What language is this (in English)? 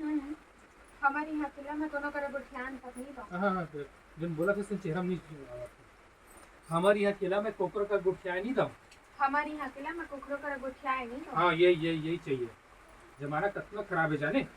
Chhattisgarhi